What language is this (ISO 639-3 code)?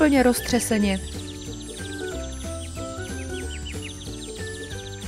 ces